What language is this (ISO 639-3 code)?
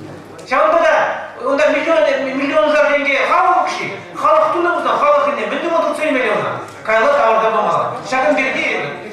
chv